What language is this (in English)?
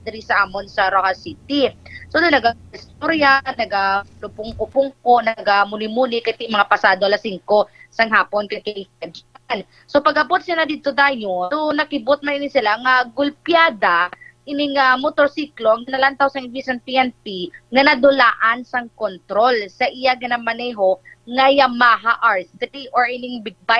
Hiligaynon